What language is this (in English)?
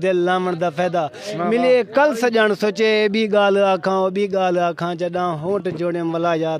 Saraiki